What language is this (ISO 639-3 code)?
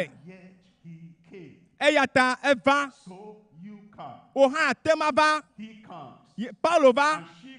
ewe